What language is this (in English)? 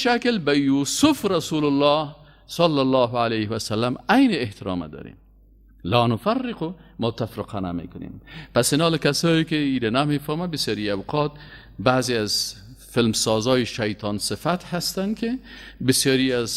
Persian